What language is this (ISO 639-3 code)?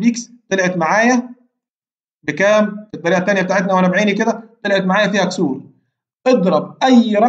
arz